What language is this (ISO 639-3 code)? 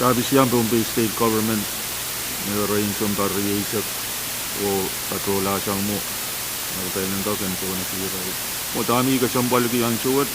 pon